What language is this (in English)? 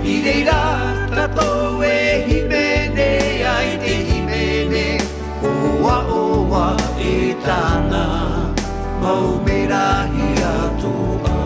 Tahitian